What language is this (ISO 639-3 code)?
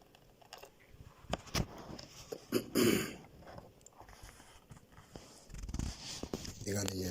mor